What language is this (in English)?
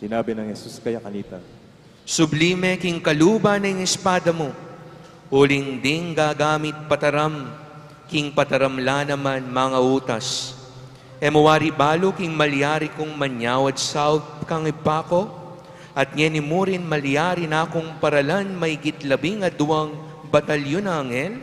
Pampanga